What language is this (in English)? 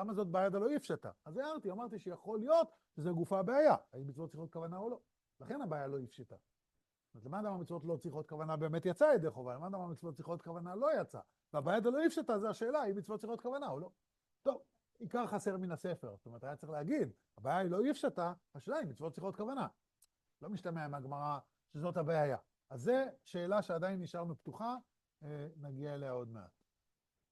Hebrew